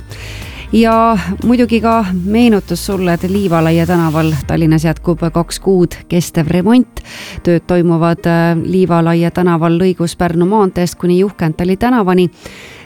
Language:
Estonian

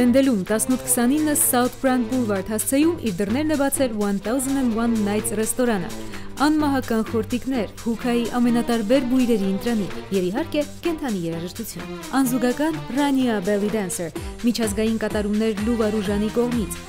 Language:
Armenian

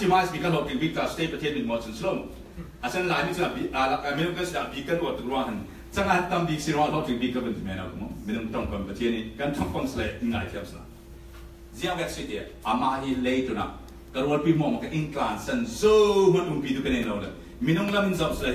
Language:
Falam Chin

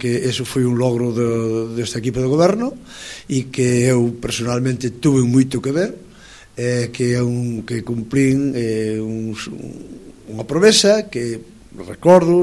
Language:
Galician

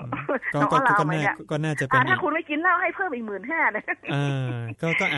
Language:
Thai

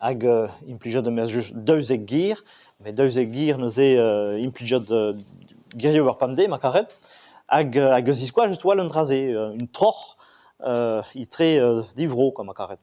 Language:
Breton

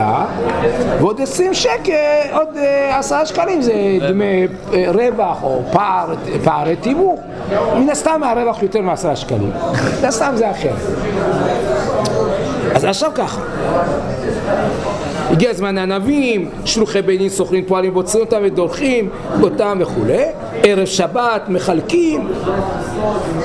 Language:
Hebrew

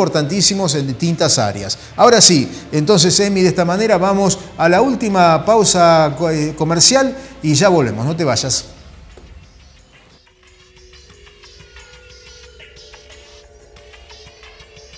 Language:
Spanish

